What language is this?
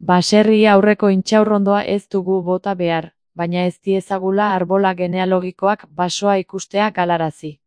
Basque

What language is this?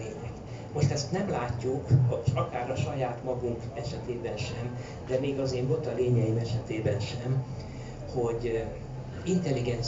Hungarian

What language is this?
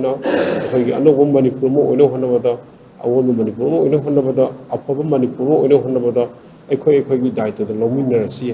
Manipuri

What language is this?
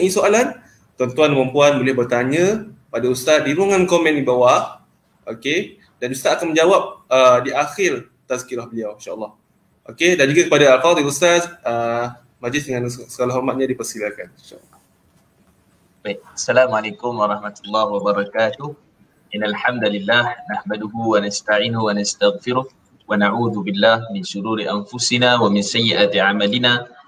Malay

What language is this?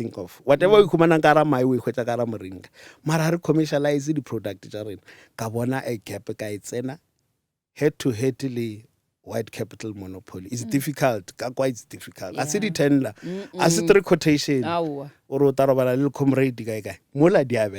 Northern Sotho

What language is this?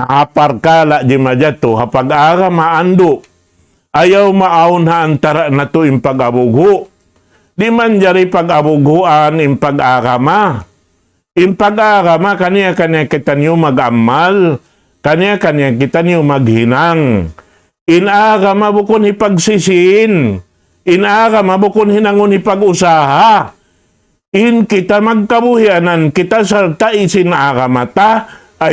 Tausug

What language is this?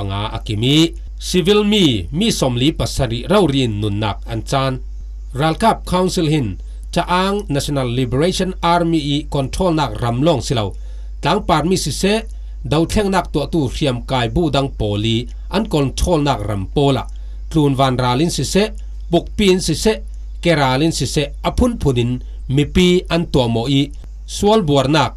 Falam Chin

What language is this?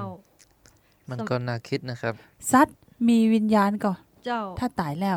Thai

